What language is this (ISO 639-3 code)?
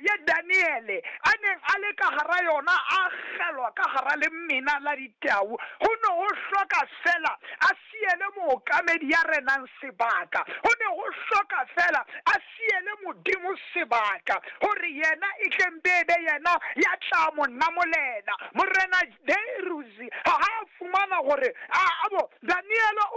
sot